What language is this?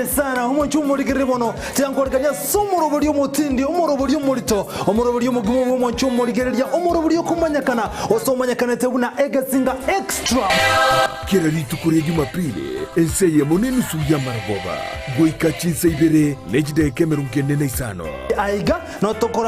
Gusii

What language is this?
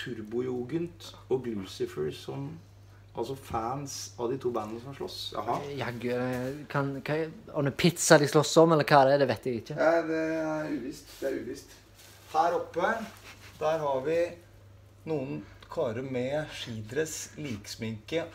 Norwegian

